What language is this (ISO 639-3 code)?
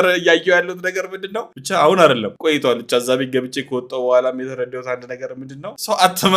amh